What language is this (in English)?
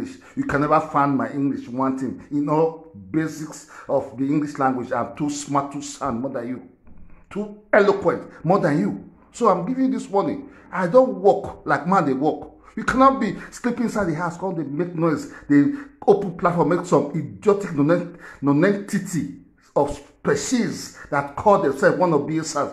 Nigerian Pidgin